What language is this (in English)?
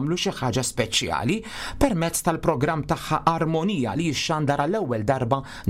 Maltese